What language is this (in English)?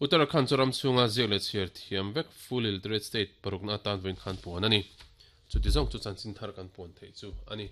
Mizo